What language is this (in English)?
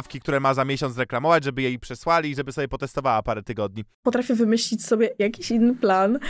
Polish